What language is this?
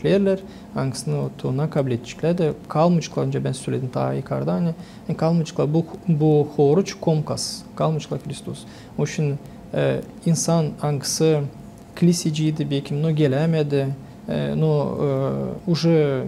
Gagauz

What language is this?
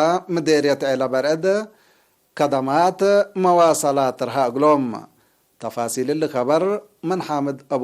Tigre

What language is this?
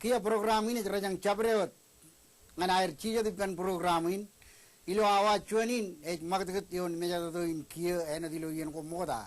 Marshallese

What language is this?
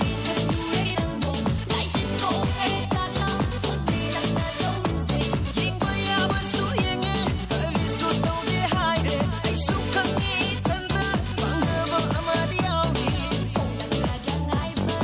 Manipuri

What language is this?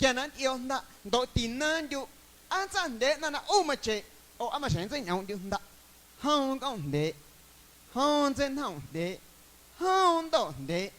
Guerrero Amuzgo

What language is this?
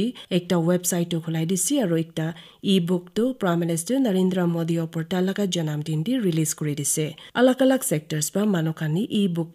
Naga Pidgin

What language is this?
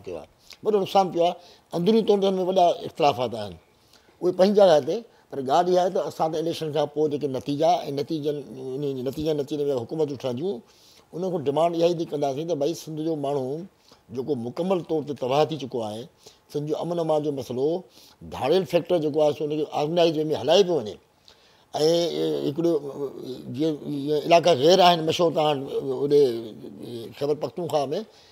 Sindhi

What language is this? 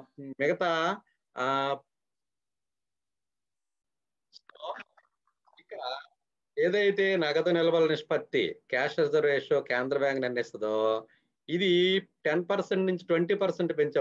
Telugu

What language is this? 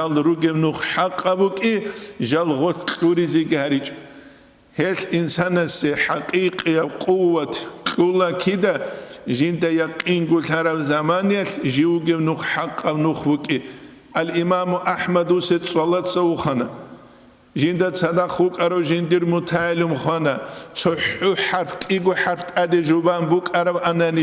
Avaric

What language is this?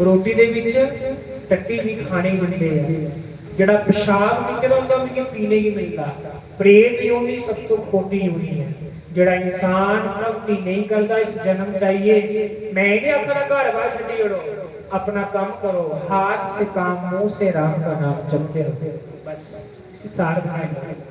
Dogri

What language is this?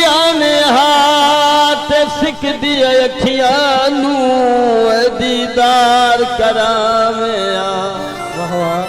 Saraiki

